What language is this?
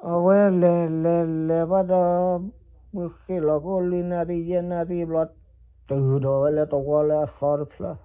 S'gaw Karen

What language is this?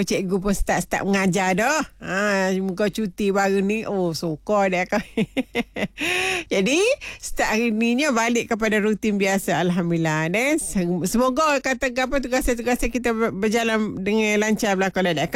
Malay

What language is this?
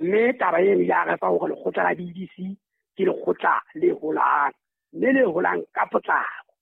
Southern Sotho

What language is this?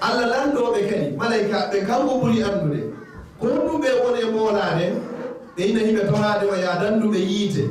Fula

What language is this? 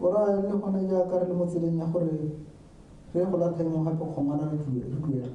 Tswana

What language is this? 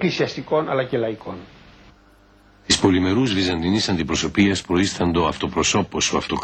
Greek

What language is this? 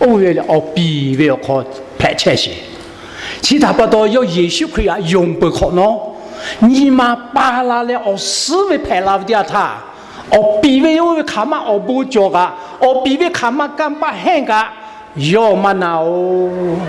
Lahu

